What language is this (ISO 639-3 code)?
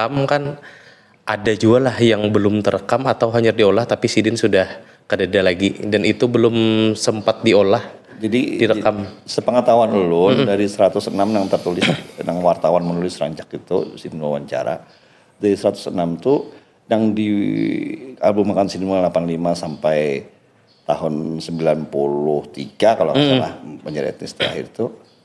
bjn